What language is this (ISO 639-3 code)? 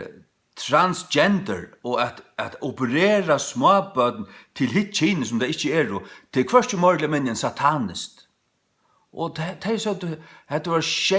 fao